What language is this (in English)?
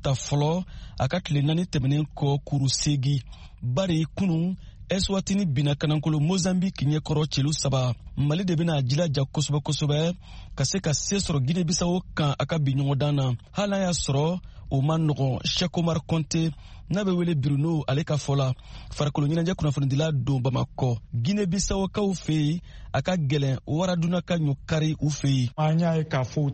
Bambara